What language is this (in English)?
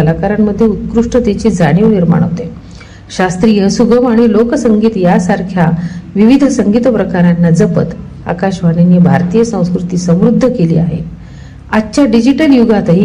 Marathi